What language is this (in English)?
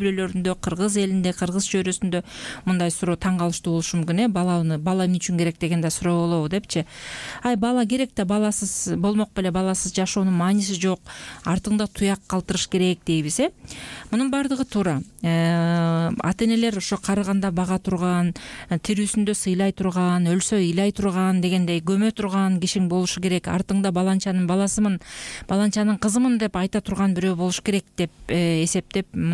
Kyrgyz